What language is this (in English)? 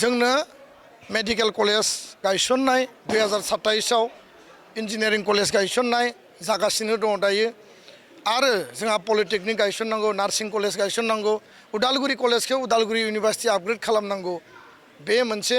Bodo